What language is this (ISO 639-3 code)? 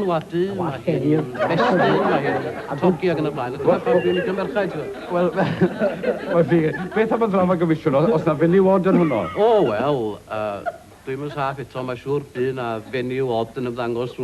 cym